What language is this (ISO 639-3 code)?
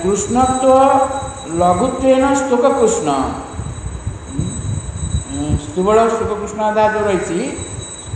ori